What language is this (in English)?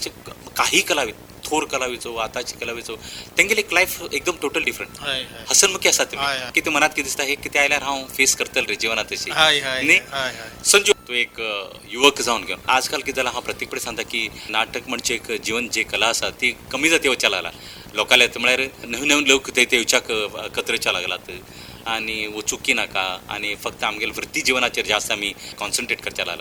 Konkani